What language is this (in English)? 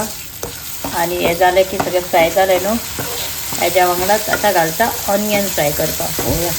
Konkani